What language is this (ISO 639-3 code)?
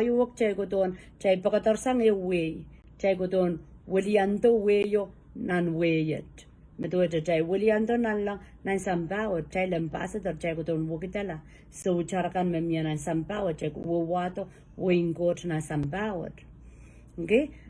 pon